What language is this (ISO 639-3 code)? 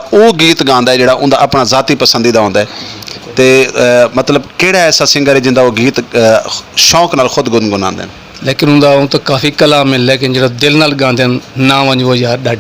skr